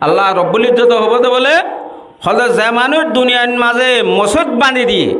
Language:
Rohingya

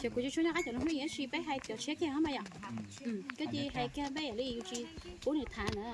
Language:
Hmong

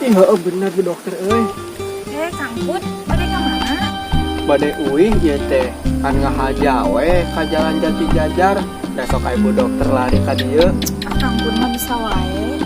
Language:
Sundanese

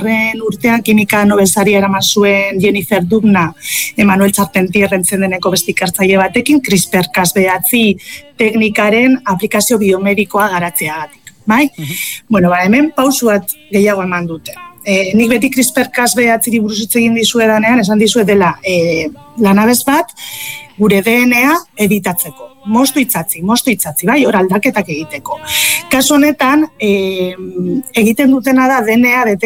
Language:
Basque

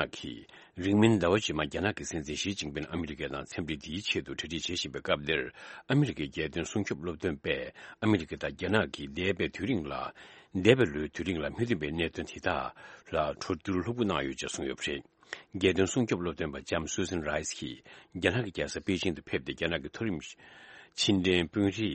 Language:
Tibetan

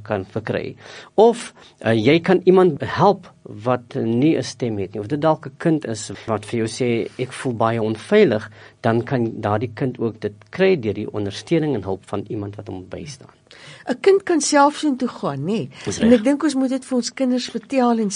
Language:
Afrikaans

